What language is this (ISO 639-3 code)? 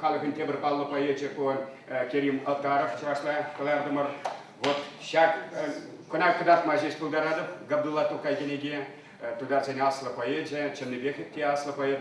chv